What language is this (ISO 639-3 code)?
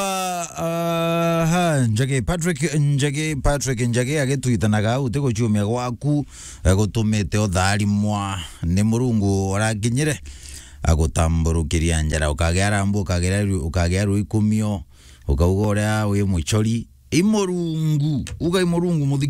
mer